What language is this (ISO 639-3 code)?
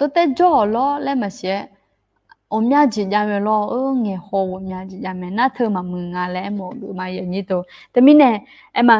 ahk